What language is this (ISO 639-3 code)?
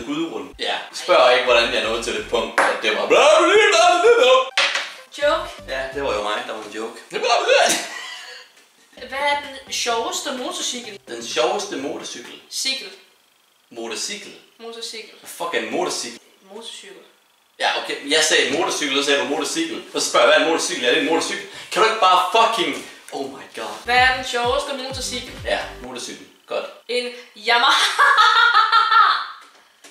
dan